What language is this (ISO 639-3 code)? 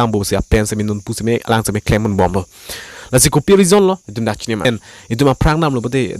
mjw